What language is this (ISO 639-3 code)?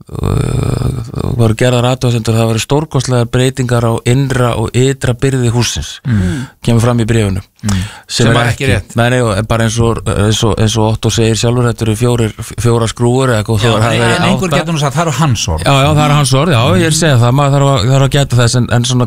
isl